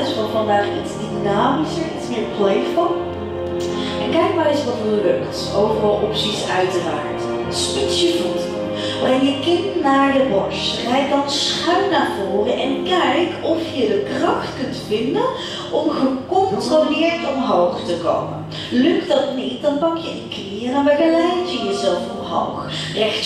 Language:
Dutch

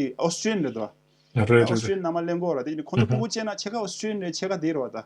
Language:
Tibetan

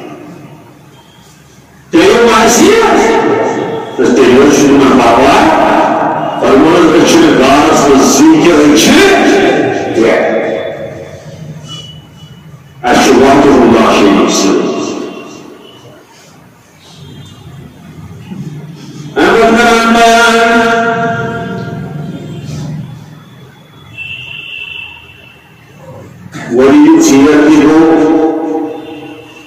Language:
Urdu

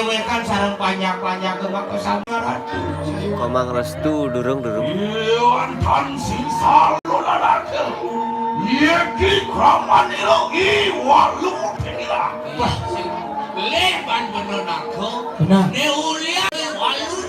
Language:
Balinese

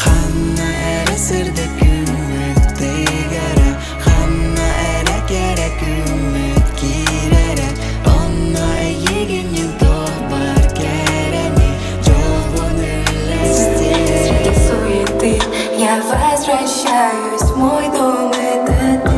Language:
Yakut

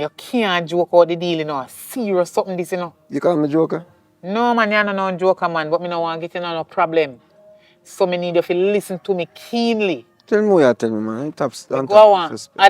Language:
Jamaican Creole English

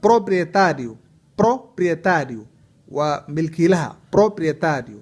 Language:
Somali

